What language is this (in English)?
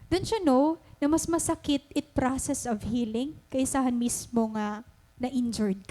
Waray